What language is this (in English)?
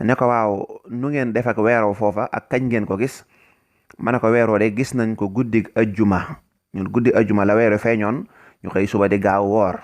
Wolof